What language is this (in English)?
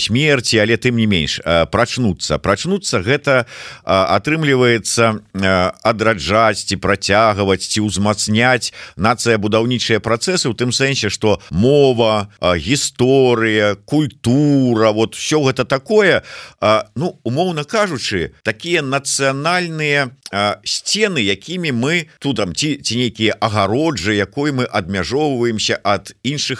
Belarusian